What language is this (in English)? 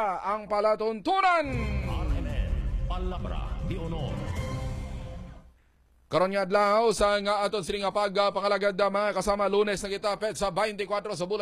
Hiligaynon